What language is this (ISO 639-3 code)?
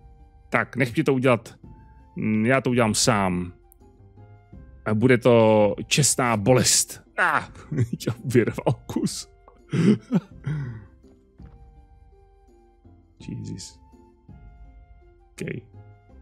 ces